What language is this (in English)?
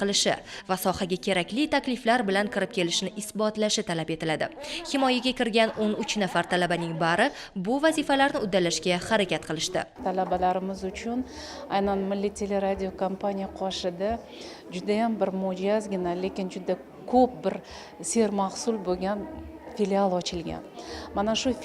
Uzbek